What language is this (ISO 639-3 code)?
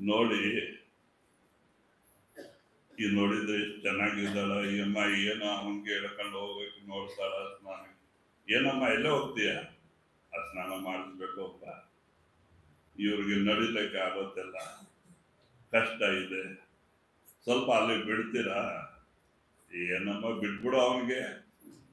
kan